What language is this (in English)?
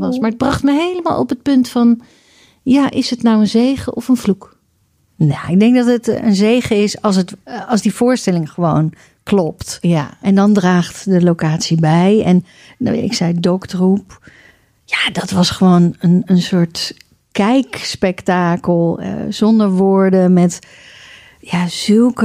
Dutch